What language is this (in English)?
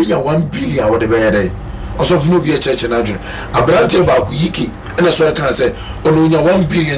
Akan